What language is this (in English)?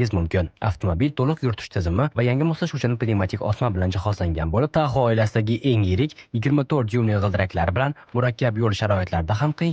Uzbek